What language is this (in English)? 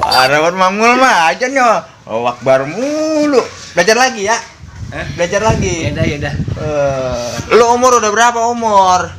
Betawi